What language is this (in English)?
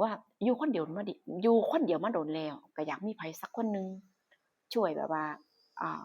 Northeastern Thai